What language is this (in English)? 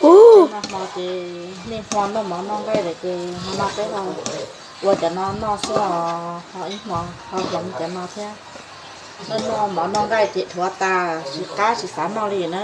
Hmong